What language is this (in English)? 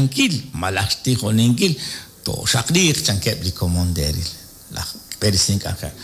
Kekchí